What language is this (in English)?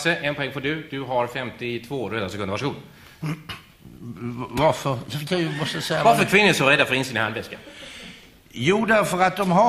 Swedish